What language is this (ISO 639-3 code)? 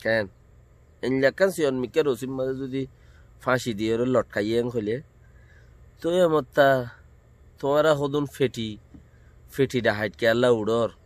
rhg